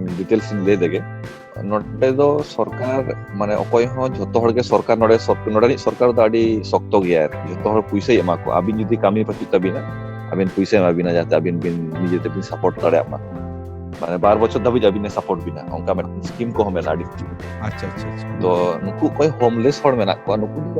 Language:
Santali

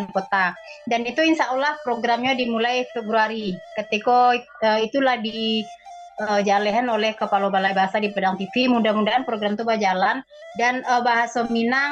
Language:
Minangkabau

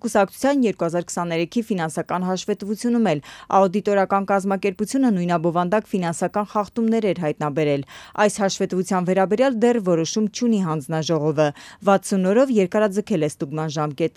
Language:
Armenian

